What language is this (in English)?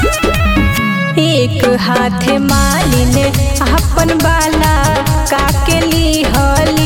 Bhojpuri